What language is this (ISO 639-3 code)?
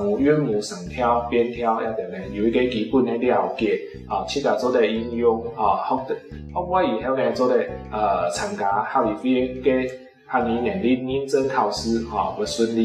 hak